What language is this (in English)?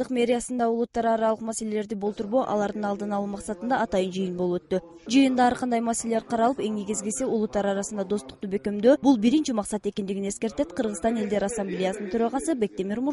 Kyrgyz